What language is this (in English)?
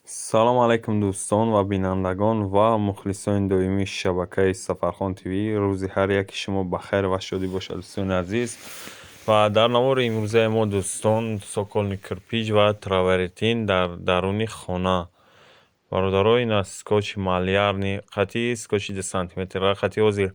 Tajik